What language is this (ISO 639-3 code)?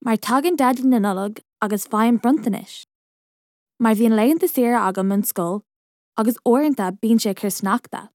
gle